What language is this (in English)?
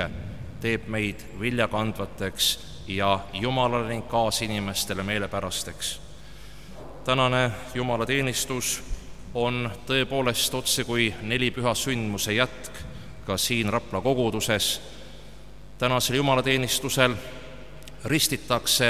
Estonian